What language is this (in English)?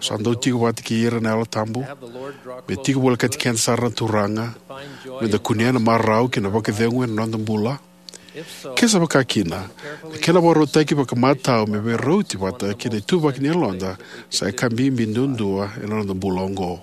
Fijian